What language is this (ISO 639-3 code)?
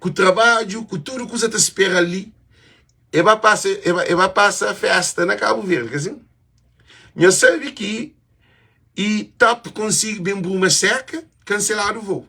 kea